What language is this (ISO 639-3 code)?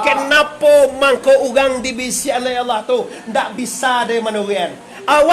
min